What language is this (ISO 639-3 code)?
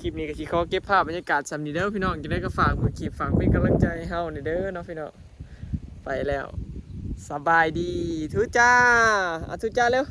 tts